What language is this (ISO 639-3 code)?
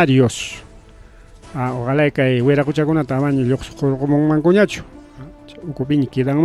quy